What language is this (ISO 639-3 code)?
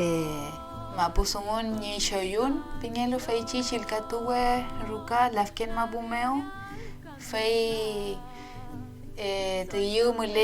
arn